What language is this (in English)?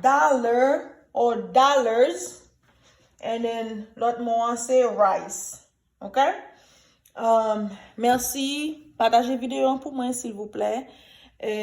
Haitian Creole